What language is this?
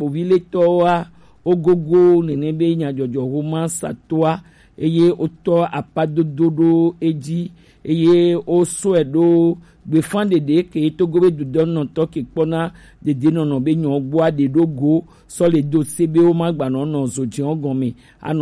Gen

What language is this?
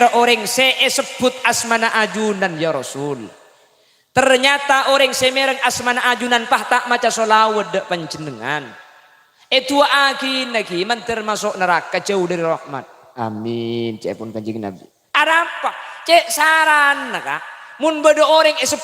Madurese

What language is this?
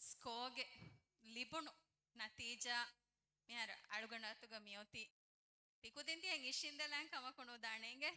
Divehi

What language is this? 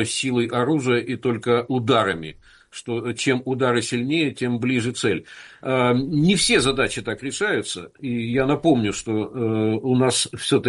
Russian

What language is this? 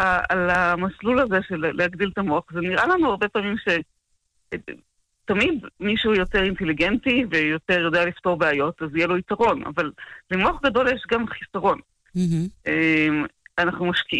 Hebrew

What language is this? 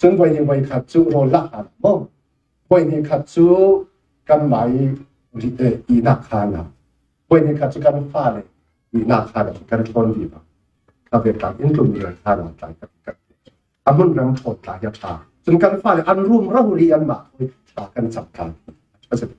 Falam Chin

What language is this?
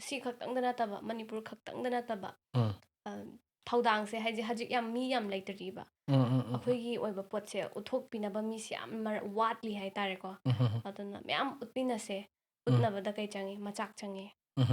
Manipuri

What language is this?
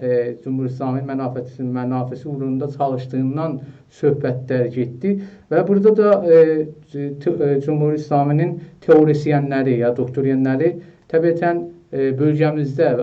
South Azerbaijani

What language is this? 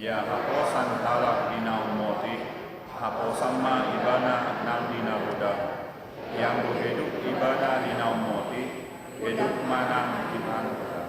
Batak Toba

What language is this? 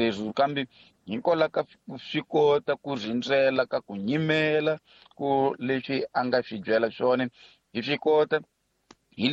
Tsonga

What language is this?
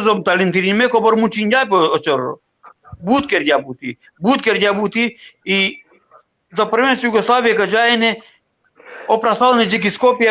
Balkan Romani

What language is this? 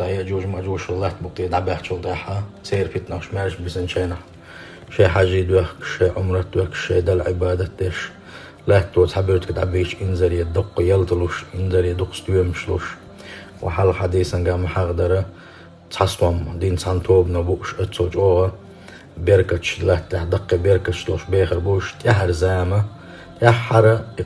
Chechen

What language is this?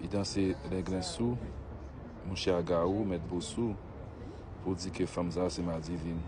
Haitian Creole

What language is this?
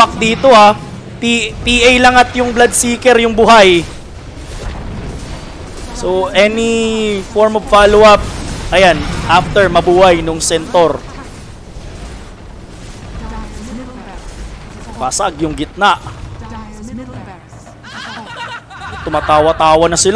Filipino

